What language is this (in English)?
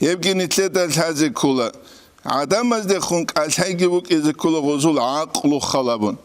Avaric